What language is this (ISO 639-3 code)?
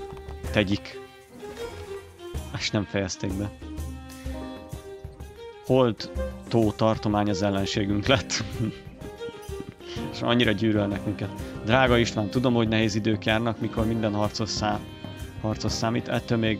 hun